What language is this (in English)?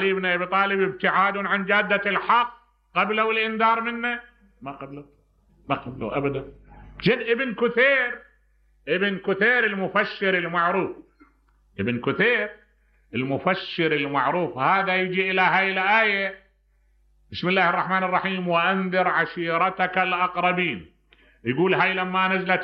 Mesopotamian Arabic